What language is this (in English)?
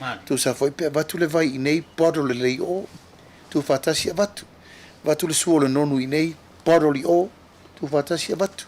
Samoan